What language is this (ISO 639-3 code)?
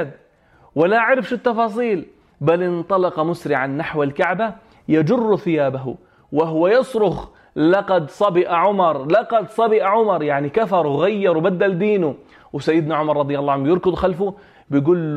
apc